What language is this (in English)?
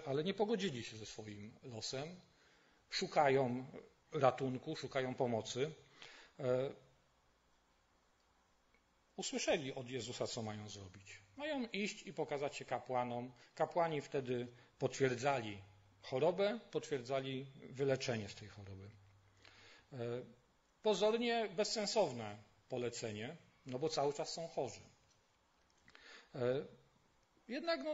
Polish